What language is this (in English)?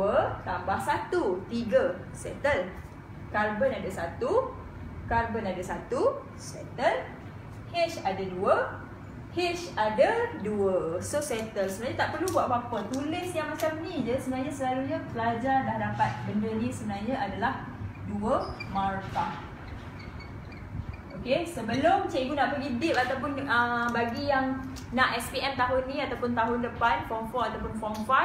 Malay